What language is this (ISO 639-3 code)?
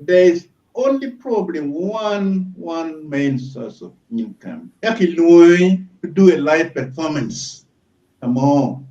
ach